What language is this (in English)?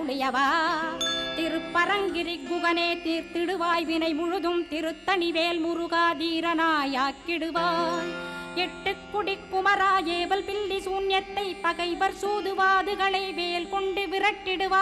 Tamil